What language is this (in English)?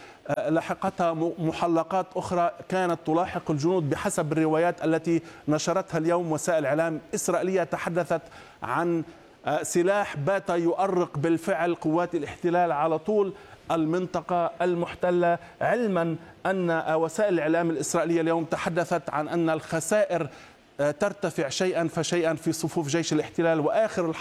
Arabic